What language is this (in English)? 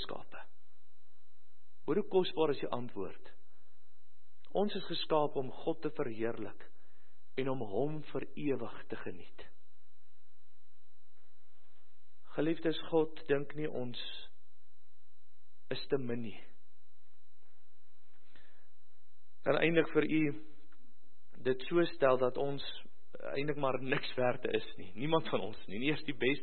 Afrikaans